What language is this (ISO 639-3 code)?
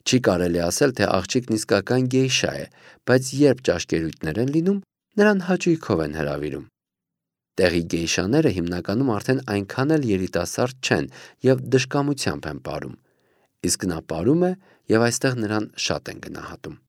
hye